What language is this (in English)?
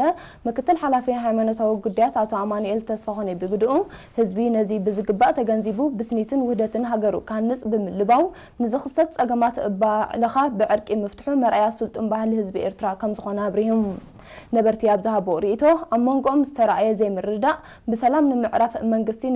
Tigrinya